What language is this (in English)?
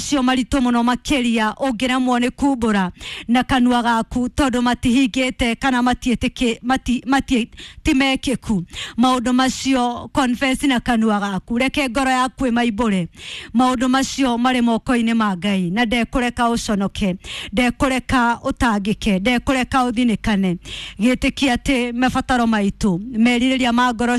Kikuyu